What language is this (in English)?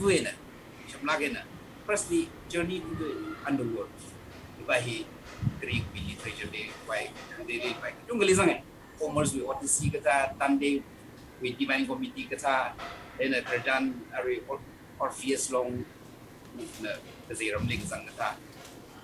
Tangkhul Naga (India)